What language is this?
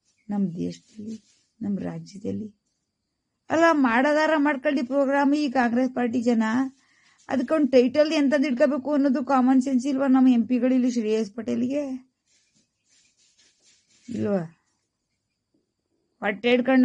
Kannada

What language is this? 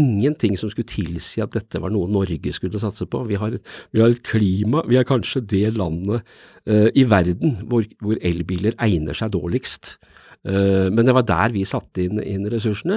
Norwegian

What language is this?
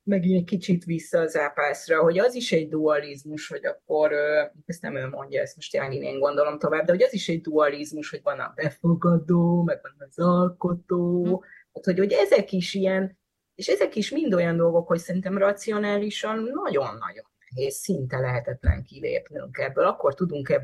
Hungarian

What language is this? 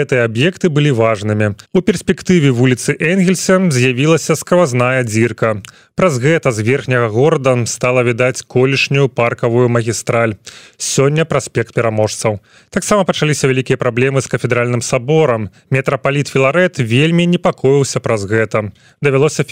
Belarusian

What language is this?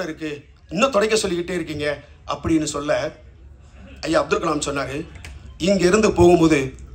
Tamil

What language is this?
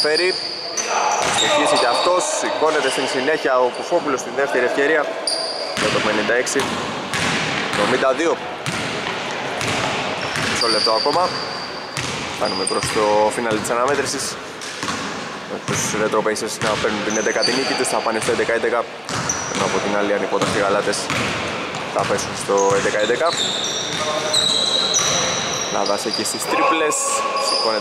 Greek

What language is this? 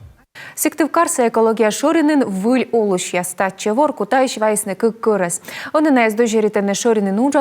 Komi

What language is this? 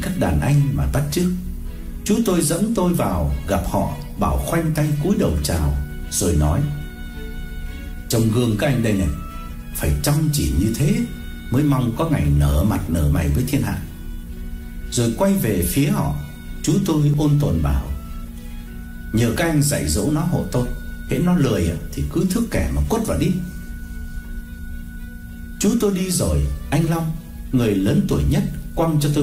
Vietnamese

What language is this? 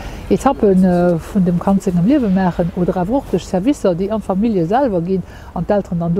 Luxembourgish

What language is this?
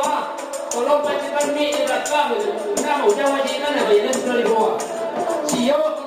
Minangkabau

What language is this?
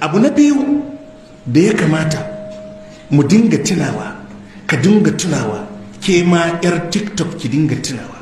Hausa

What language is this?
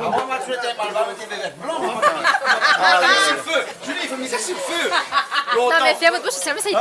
Réunion Creole French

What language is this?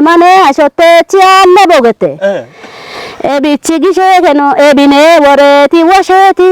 Kafa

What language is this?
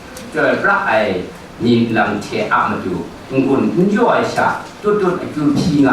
Kachin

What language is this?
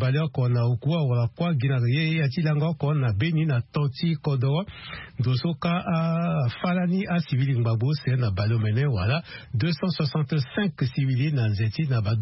Sango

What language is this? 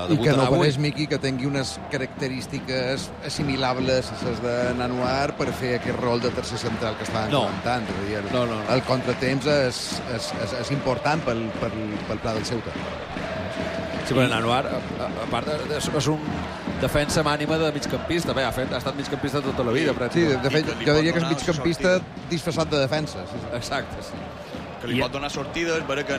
Catalan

